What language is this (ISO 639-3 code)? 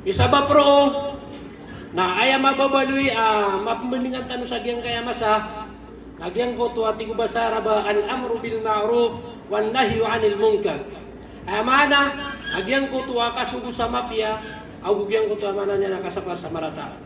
mrw